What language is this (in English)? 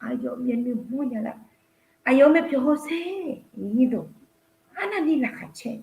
Akha